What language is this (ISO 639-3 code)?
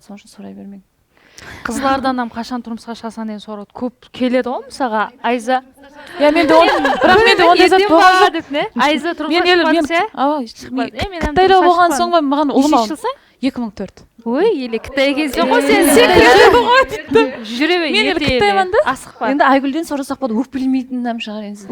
kaa